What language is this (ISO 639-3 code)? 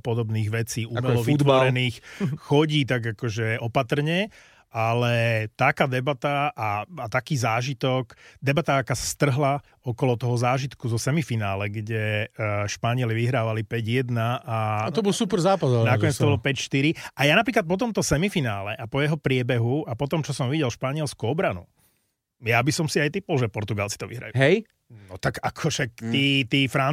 slk